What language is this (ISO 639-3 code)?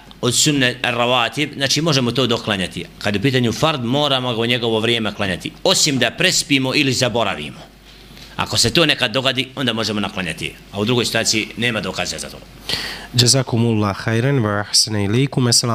bos